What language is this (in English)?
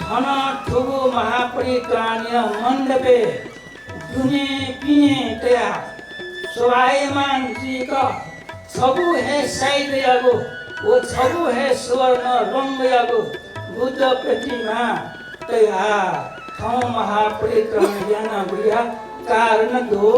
Newari